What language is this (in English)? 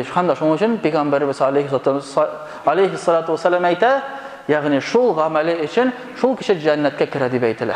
Tatar